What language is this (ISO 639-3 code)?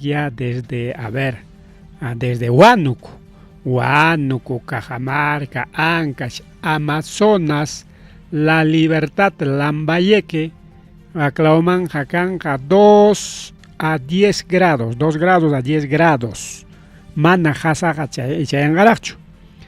quy